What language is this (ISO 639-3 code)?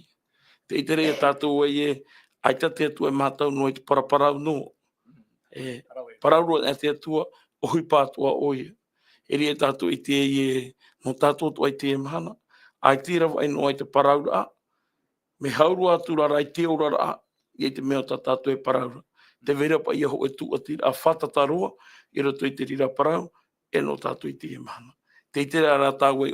tah